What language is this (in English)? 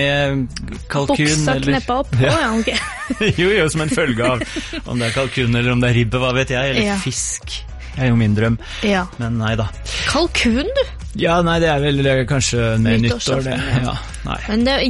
Norwegian